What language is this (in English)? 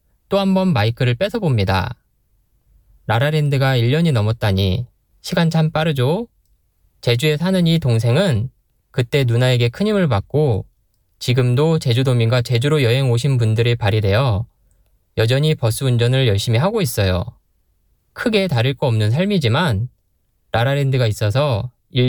Korean